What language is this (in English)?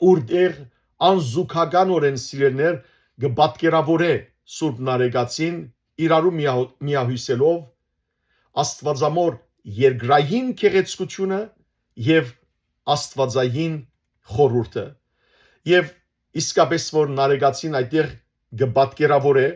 Western Armenian